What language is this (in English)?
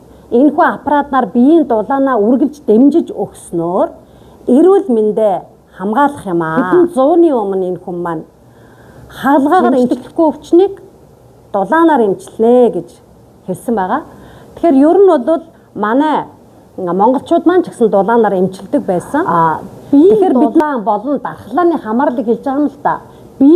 Mongolian